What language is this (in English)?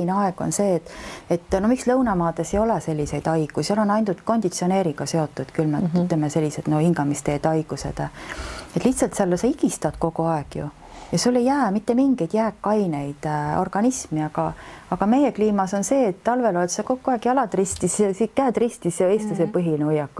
Estonian